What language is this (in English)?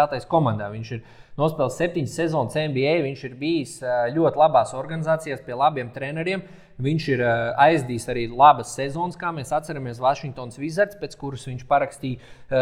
Latvian